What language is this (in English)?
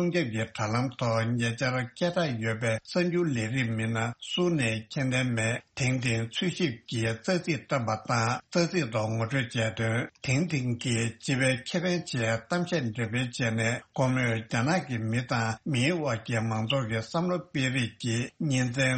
Tibetan